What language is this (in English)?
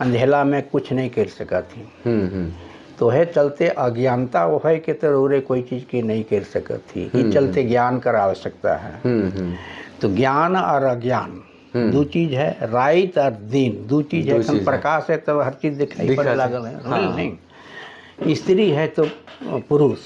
Sadri